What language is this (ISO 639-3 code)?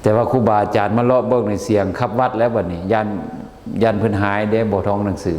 lao